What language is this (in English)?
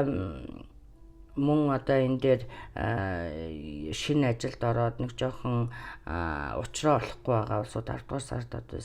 Mongolian